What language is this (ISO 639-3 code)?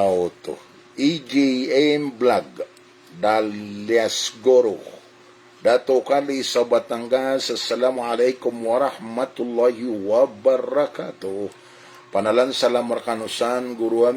mrw